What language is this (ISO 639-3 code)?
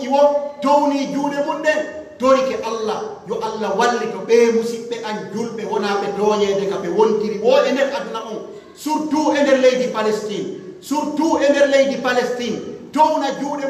fuf